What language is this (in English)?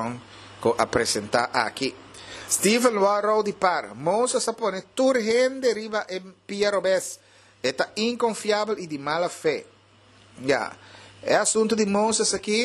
Papiamento